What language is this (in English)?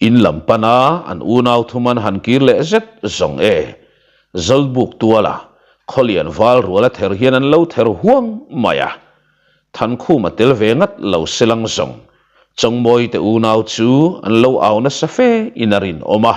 Mizo